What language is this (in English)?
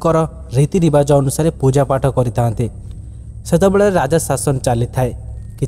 Odia